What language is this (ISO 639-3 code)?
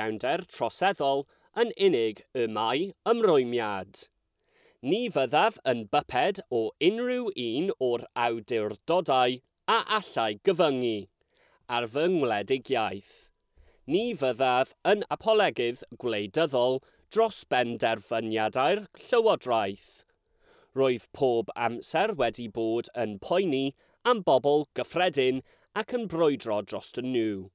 cym